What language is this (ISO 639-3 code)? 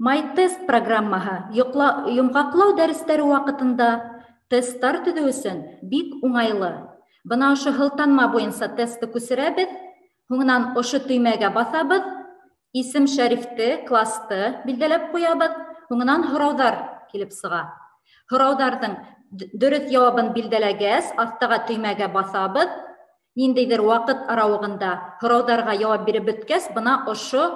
bak